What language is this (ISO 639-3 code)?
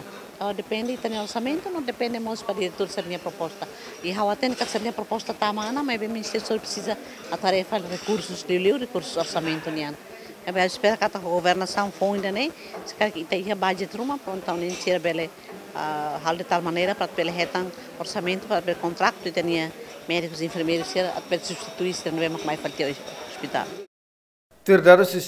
tet